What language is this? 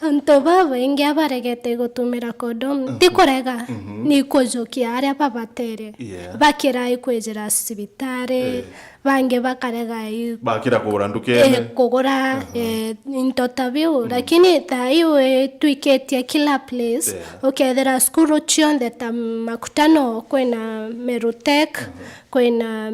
Meru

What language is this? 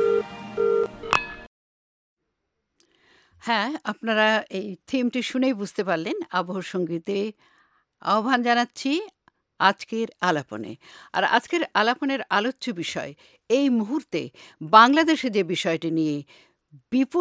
Bangla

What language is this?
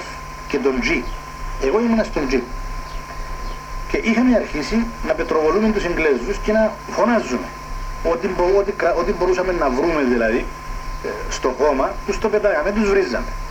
Greek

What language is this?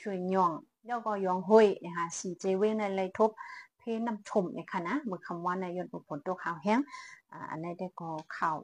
Shan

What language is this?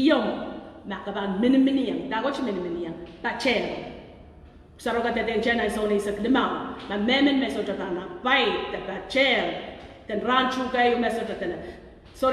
Pohnpeian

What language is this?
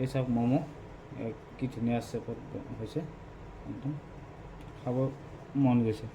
Assamese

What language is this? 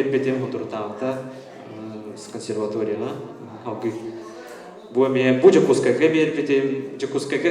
Yakut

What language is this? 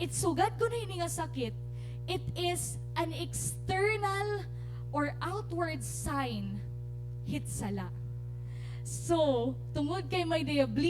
Waray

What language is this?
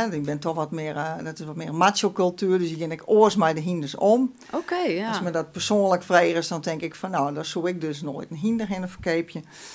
Western Frisian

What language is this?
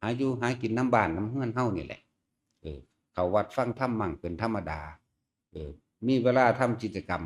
Northeastern Thai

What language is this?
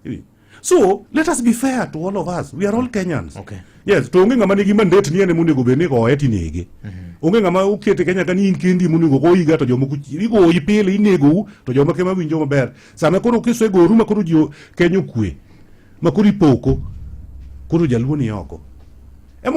Luo (Kenya and Tanzania)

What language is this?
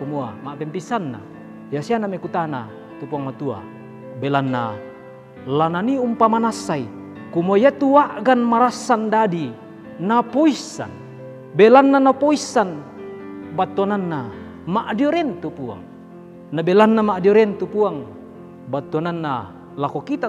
Toraja-Sa'dan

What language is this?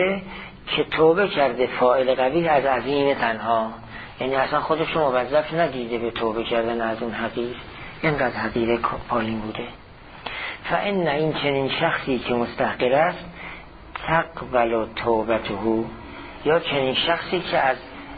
Persian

